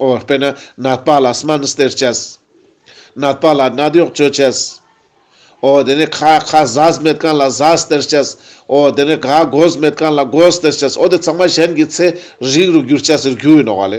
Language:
Ladakhi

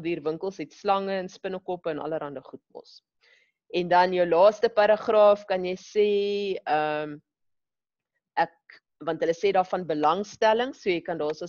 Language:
Afrikaans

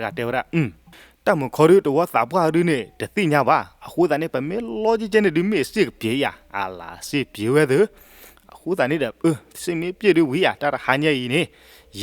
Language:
S'gaw Karen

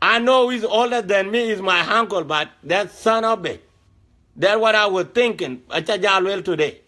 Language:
Dinka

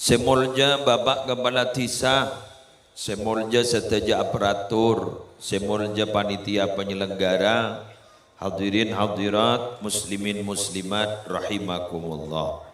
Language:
Madurese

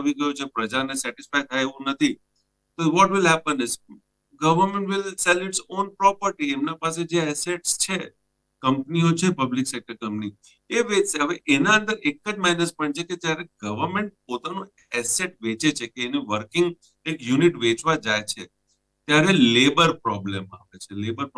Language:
Gujarati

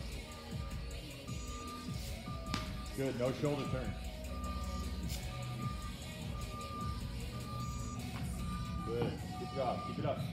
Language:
English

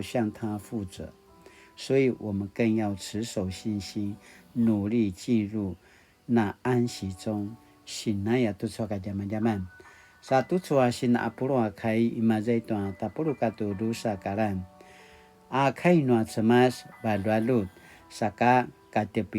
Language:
Paiwan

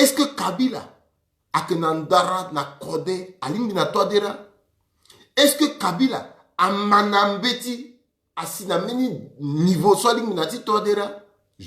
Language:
Sango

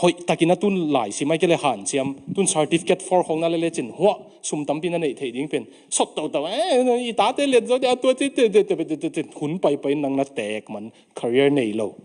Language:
Tedim Chin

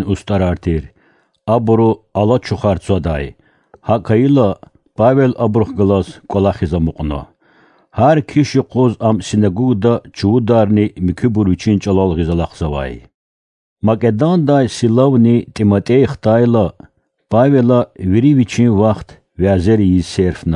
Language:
Lezghian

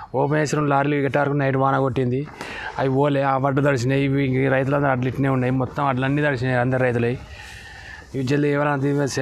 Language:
Telugu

